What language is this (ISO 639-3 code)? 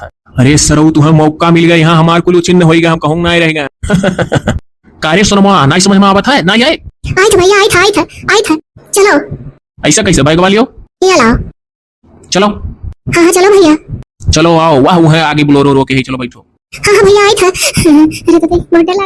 awa